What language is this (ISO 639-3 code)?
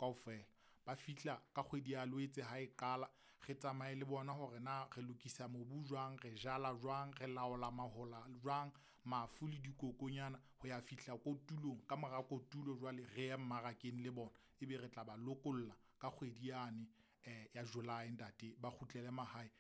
sot